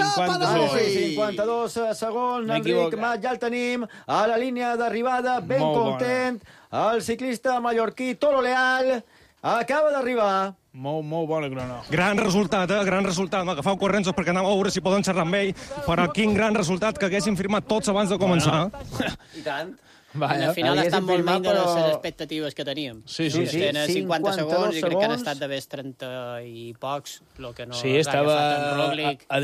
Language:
Catalan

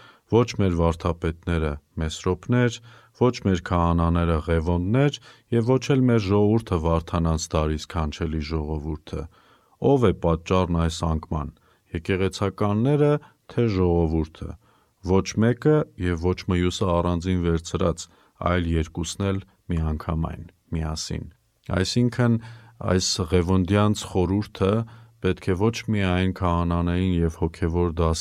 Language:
Armenian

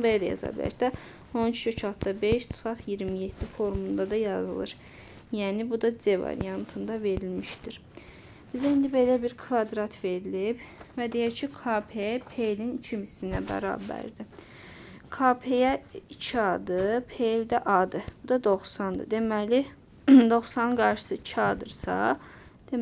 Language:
Azerbaijani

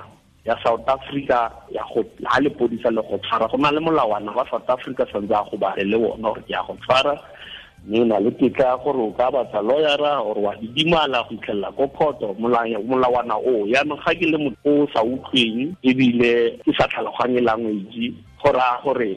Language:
Tswana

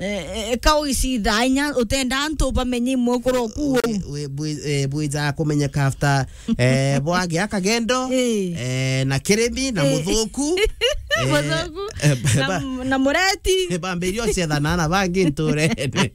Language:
Meru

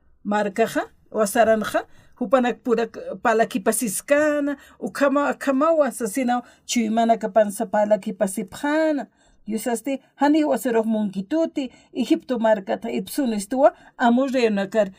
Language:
Aymara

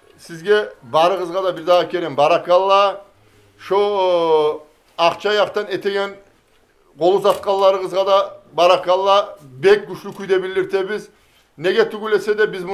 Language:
Kumyk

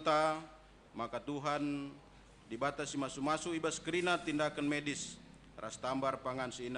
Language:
Batak Karo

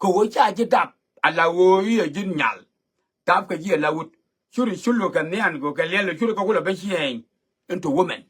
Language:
Nuer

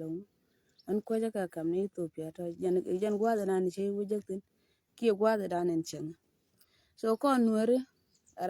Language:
Nuer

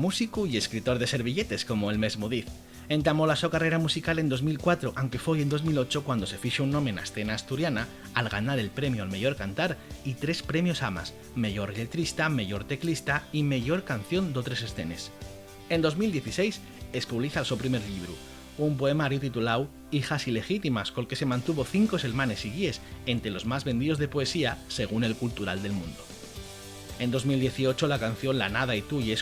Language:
Asturian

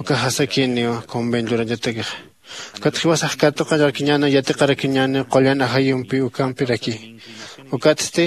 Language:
Aymara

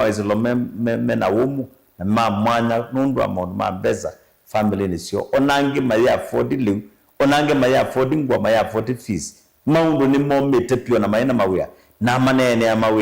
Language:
Kamba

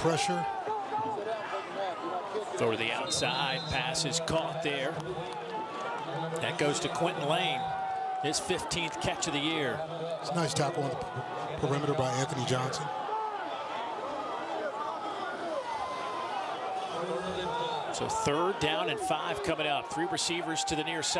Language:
English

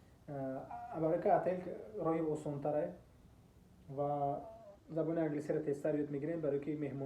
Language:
Tajik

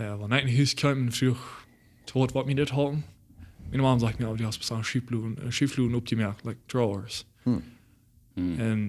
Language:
Plautdietsch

